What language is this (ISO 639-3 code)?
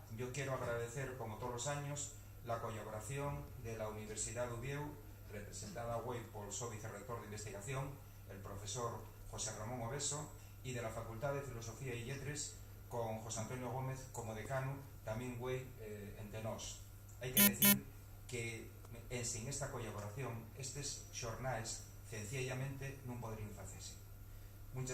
ast